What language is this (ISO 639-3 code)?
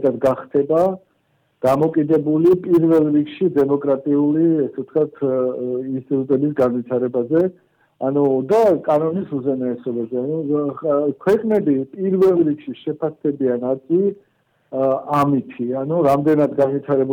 kat